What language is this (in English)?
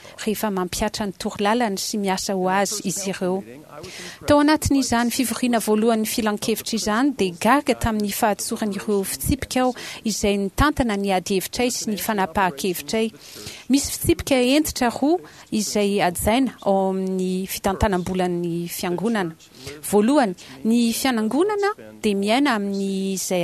Malagasy